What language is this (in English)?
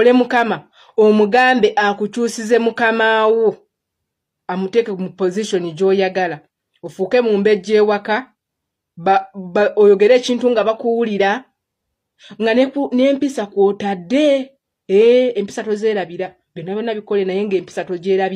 Ganda